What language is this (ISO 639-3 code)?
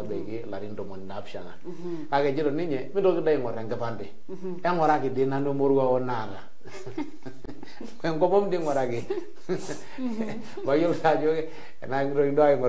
mas